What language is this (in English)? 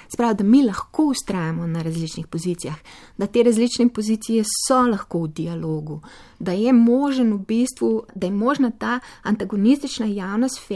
Slovenian